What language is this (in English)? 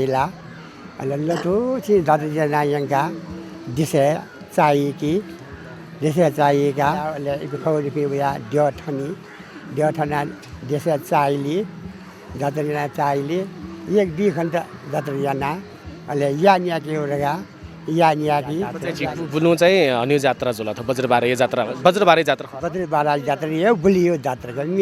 Newari